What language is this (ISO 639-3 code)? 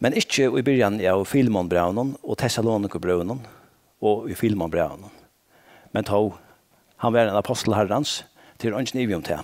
fao